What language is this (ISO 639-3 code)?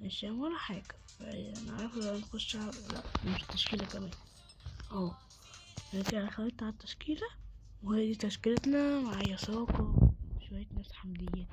arz